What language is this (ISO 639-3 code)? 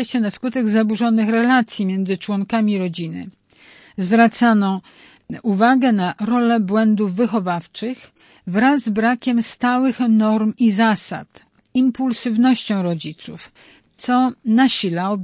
pol